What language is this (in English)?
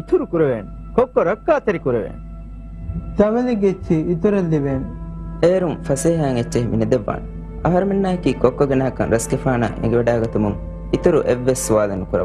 Divehi